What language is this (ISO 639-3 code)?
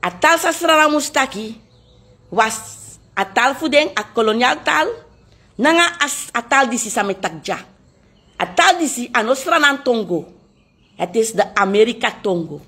srn